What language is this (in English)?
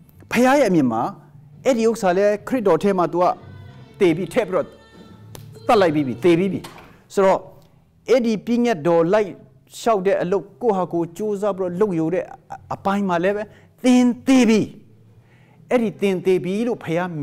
Burmese